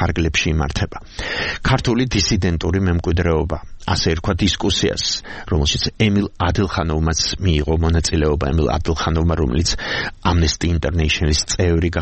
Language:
Georgian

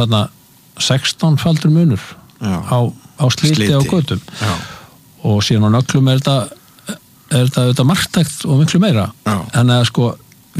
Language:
Icelandic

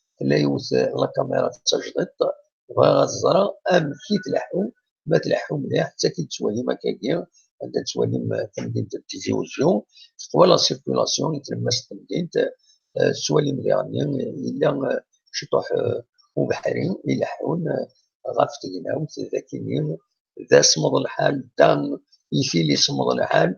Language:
Kabyle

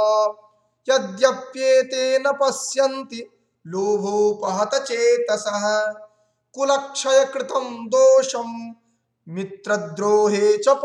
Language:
Sanskrit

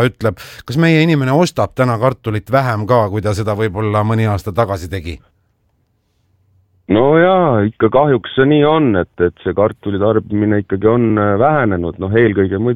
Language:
Estonian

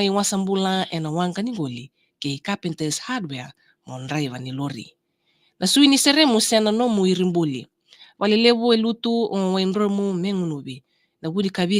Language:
Fijian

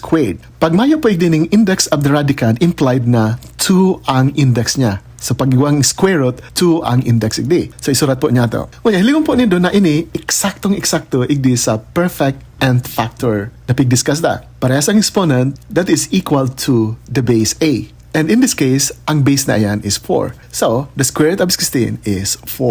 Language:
Bikol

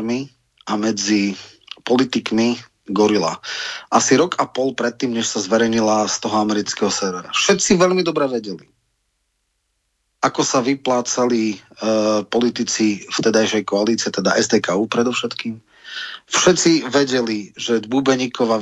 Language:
Slovak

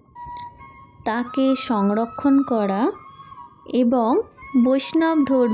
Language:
Bangla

